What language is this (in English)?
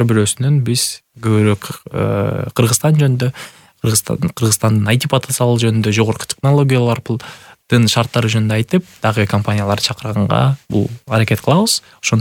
Kyrgyz